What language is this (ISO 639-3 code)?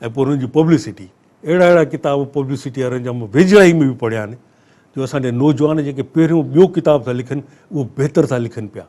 snd